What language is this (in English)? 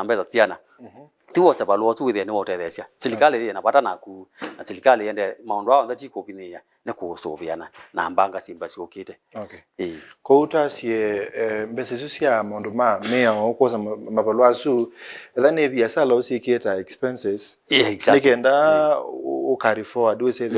Kamba